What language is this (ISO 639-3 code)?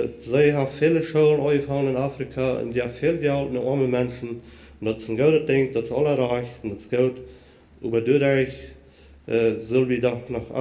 pdt